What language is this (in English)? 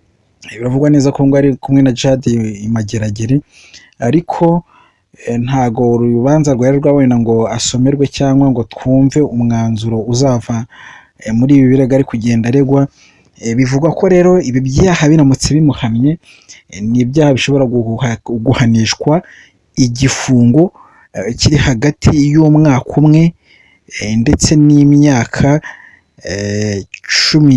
Kinyarwanda